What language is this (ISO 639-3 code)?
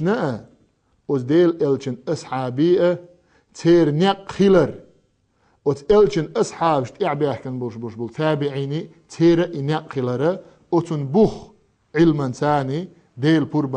che